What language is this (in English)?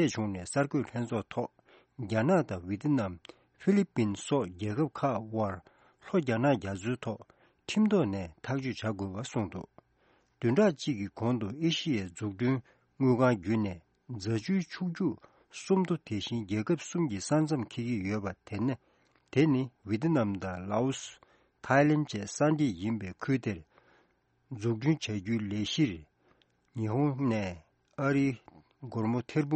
Tibetan